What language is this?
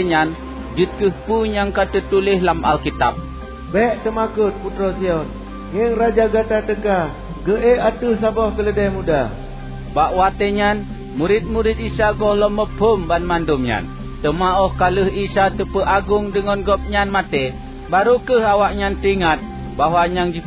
Achinese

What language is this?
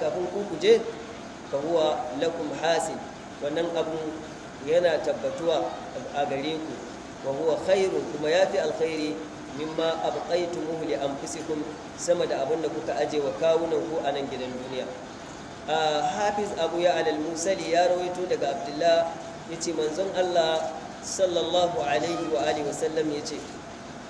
Hausa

